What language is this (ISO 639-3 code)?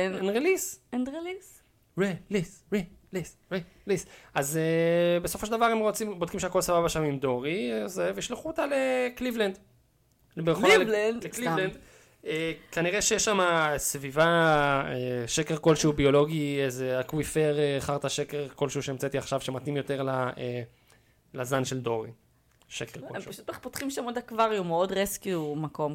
heb